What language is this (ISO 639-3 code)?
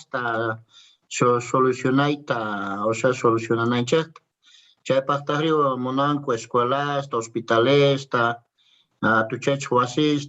que